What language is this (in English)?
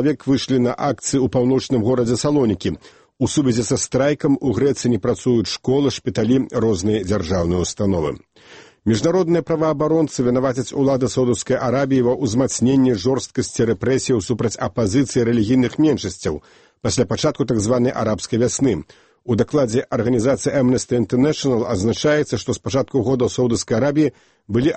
Belarusian